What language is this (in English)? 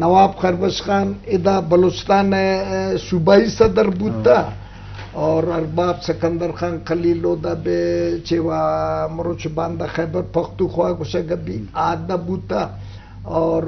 Eastern Balochi